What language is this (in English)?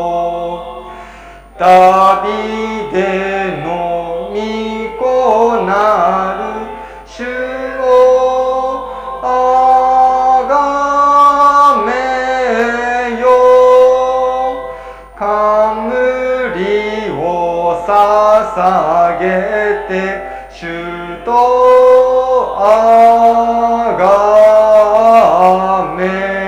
Japanese